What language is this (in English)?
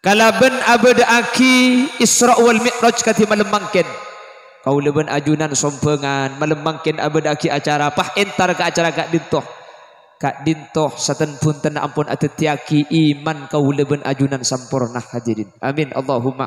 Madurese